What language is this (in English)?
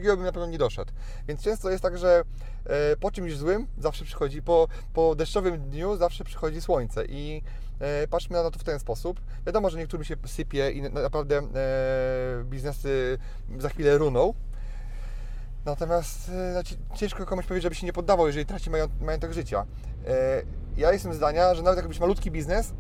Polish